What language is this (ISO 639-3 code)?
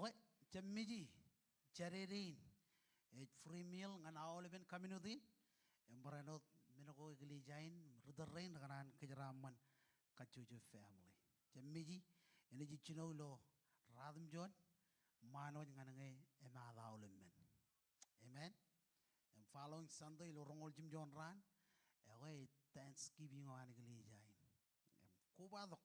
mah